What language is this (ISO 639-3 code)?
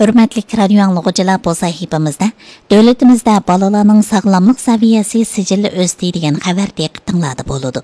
uig